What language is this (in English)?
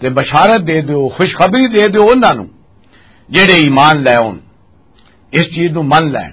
Western Panjabi